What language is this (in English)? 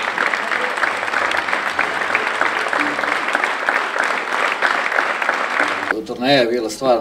Serbian